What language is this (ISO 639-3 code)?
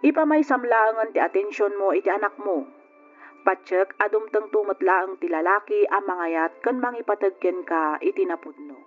ilo